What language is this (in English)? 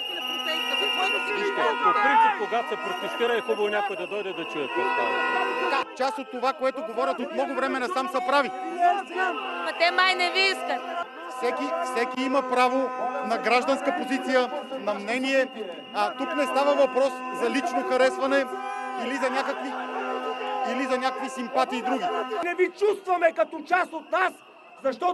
Bulgarian